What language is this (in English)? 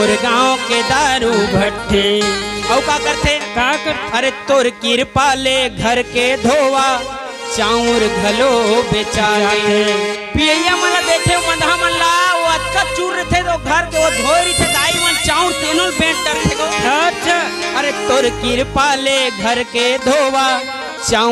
Chhattisgarhi